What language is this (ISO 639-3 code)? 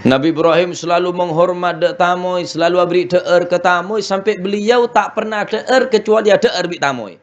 mad